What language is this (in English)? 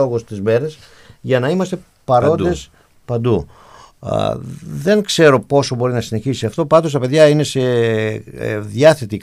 Greek